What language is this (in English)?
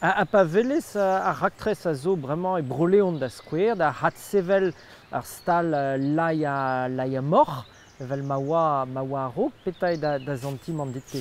Breton